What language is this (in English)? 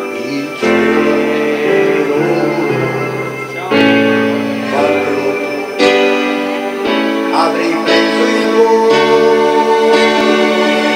Italian